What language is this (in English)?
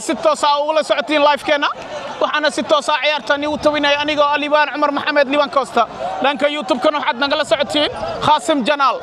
Somali